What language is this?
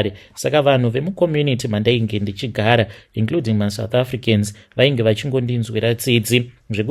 Shona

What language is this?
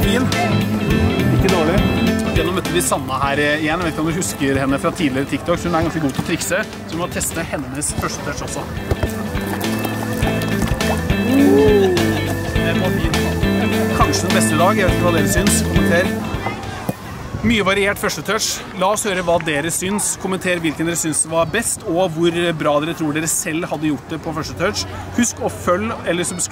Norwegian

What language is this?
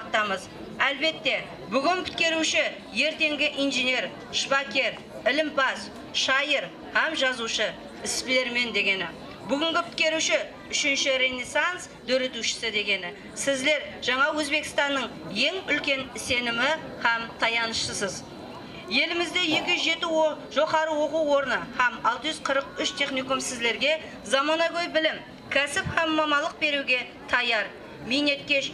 Kara-Kalpak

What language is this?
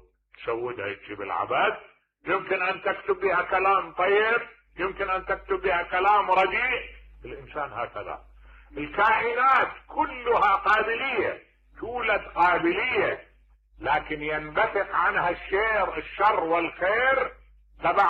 Mesopotamian Arabic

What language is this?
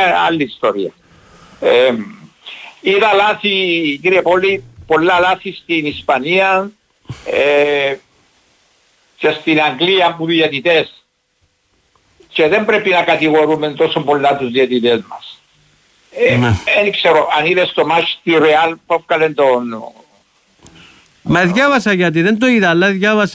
Greek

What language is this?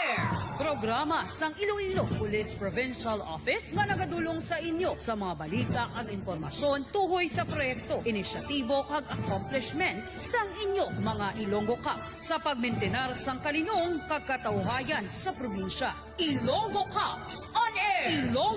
Hiligaynon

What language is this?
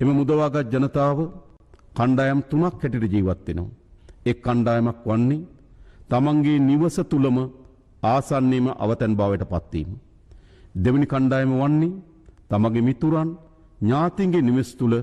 Sinhala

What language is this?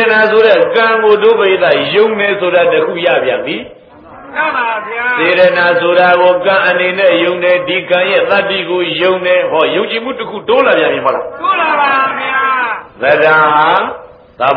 Burmese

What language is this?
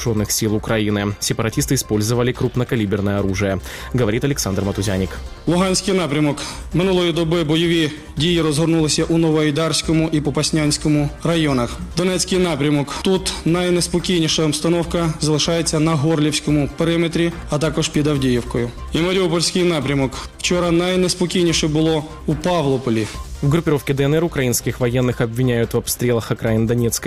Ukrainian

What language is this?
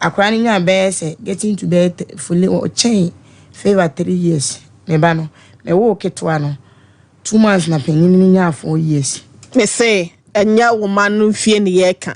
Akan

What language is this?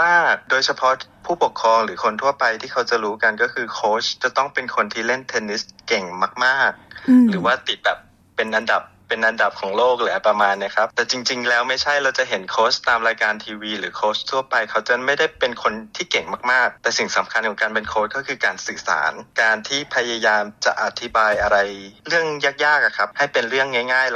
Thai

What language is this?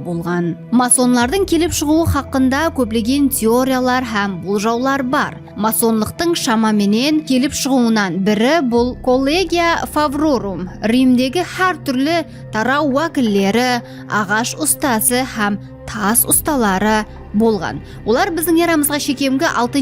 Kara-Kalpak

